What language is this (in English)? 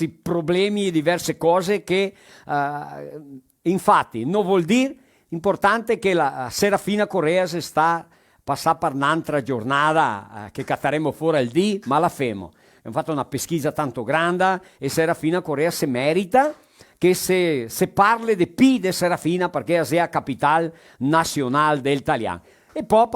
Venetian